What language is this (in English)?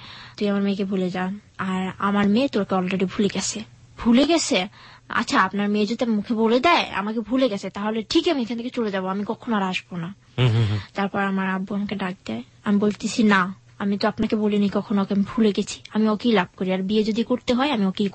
Bangla